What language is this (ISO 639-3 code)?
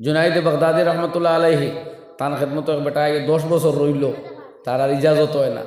syl